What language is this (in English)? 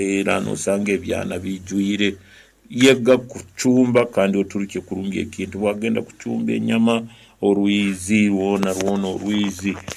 Nyankole